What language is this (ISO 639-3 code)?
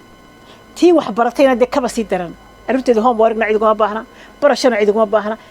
som